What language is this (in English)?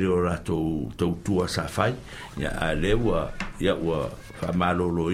Samoan